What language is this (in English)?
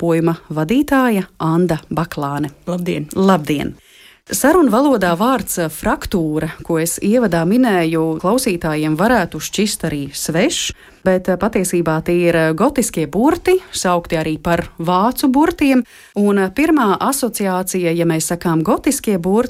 Latvian